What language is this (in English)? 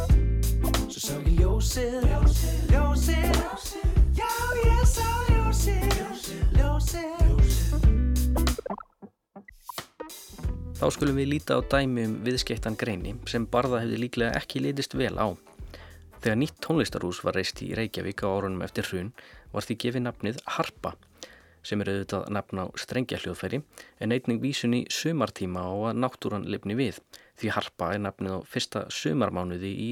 Icelandic